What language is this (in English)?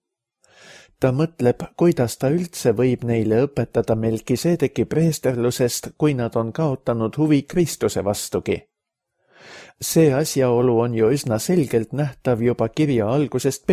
Estonian